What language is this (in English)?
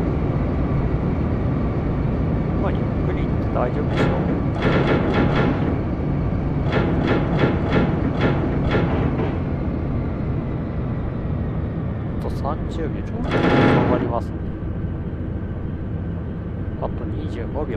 Japanese